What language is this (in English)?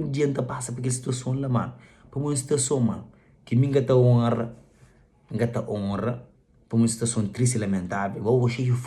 Kabuverdianu